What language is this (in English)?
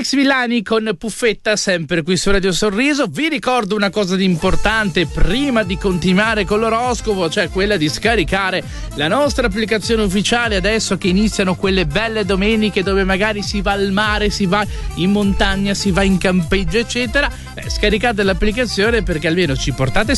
Italian